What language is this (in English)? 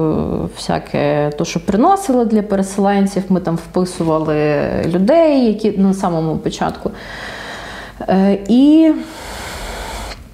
Ukrainian